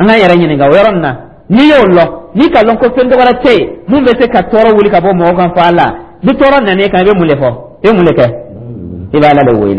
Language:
Dyula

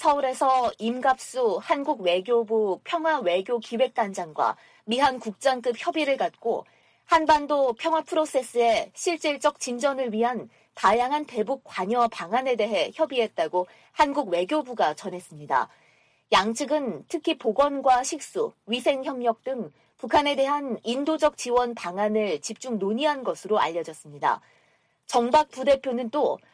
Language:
Korean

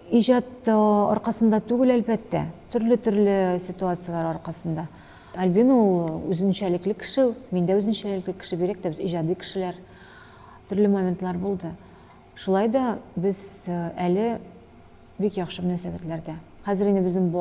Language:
Tatar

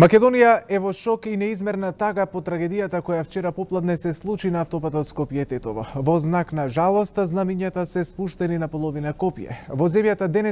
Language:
Macedonian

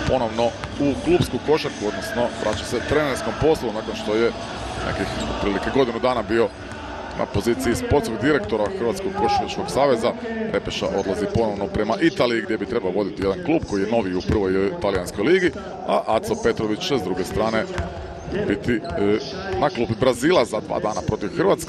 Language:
Croatian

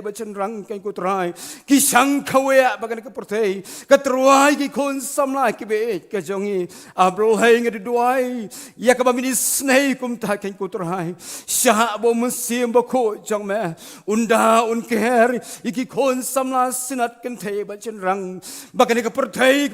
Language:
Khasi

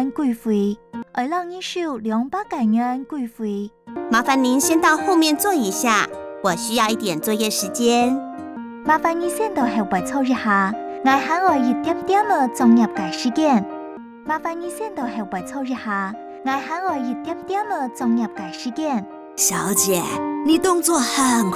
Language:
Hakka Chinese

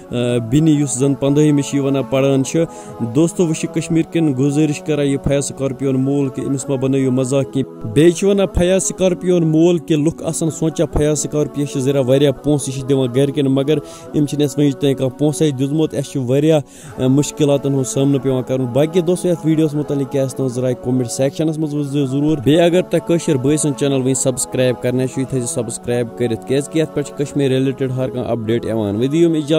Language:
Kashmiri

